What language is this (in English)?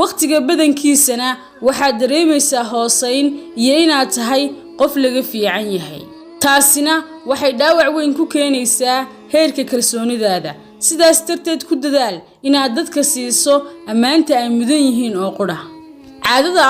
Somali